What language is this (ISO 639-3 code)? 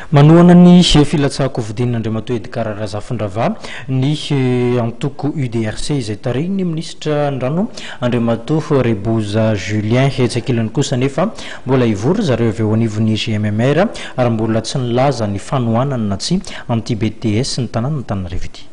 mlg